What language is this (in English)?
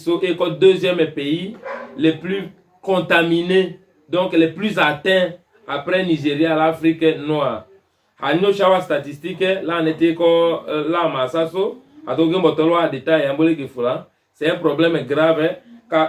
Tetela